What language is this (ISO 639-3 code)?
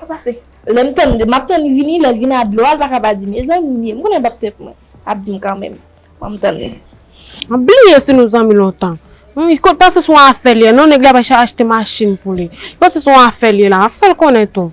hat